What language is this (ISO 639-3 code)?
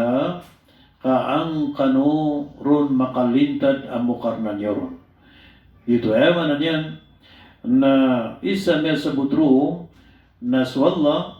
mrw